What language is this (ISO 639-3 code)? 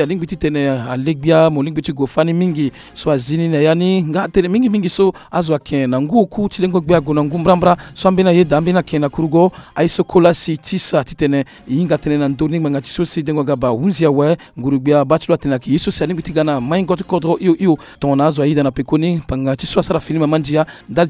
sag